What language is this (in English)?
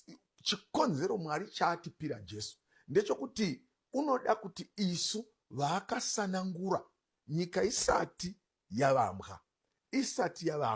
Shona